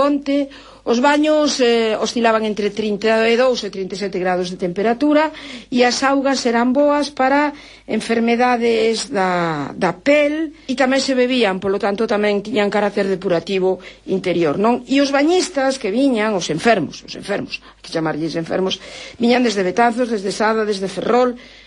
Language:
Galician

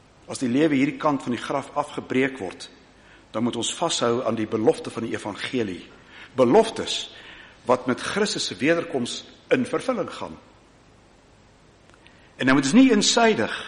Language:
Afrikaans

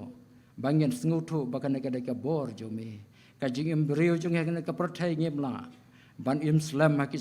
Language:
Khasi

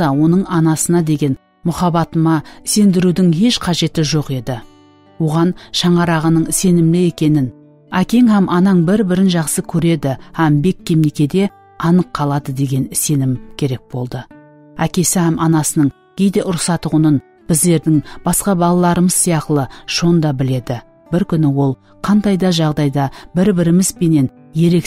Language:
Kara-Kalpak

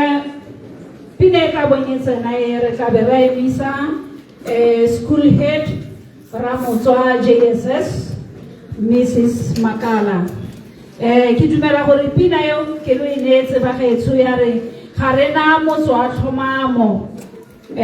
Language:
Tswana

